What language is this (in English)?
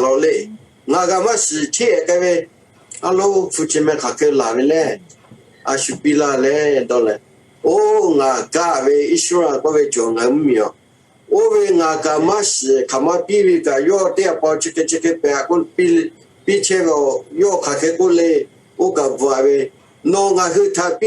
Lahu